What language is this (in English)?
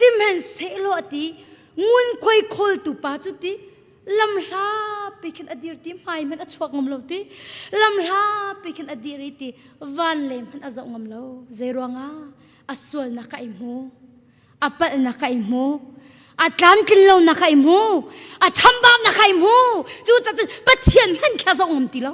Hakha Chin